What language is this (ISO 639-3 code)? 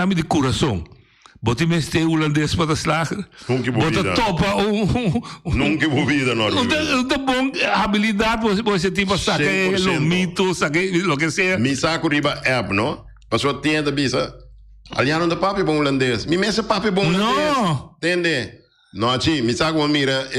pap